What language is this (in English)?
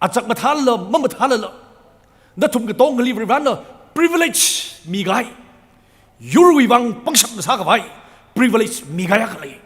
Tangkhul Naga (India)